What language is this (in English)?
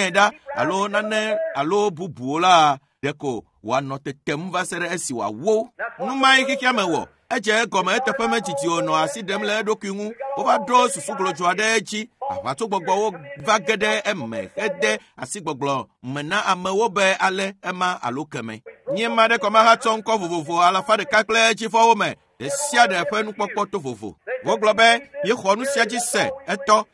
Ewe